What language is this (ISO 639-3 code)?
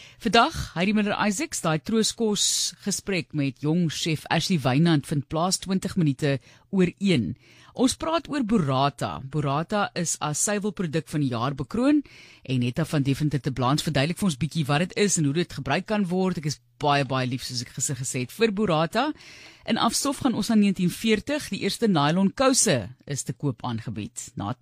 afr